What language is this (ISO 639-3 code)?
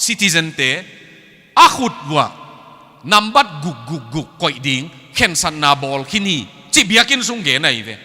ctd